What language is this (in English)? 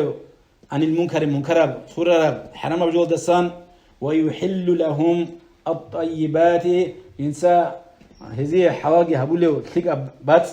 Avaric